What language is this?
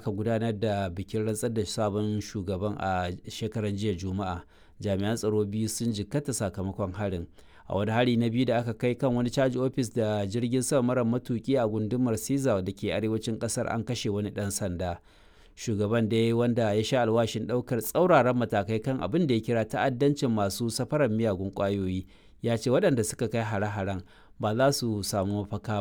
Hausa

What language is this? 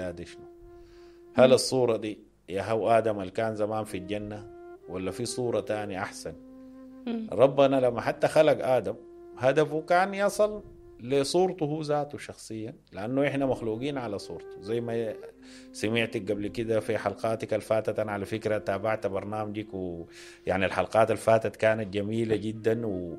Sudanese Arabic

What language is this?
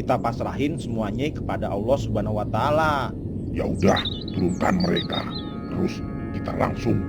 Betawi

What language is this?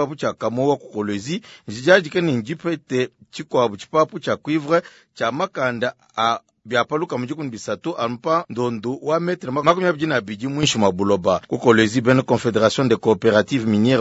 Luba-Lulua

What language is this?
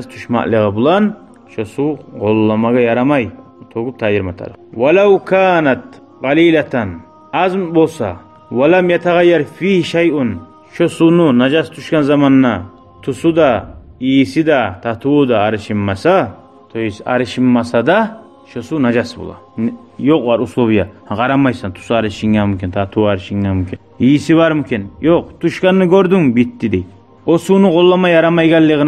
Kumyk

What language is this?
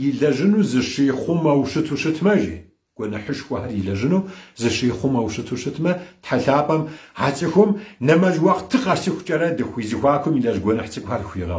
Kabardian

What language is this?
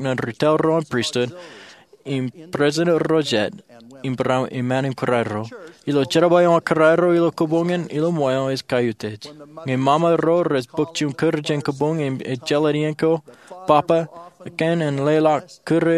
Marshallese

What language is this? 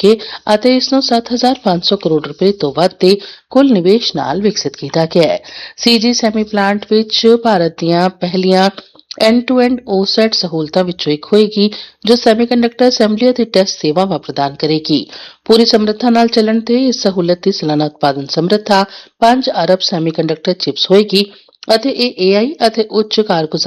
Punjabi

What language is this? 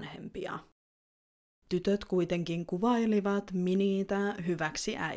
Finnish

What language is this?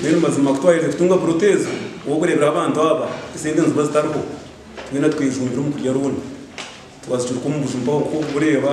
Nyankole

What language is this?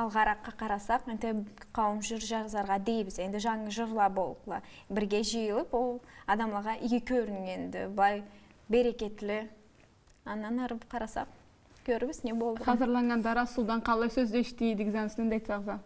Karachay-Balkar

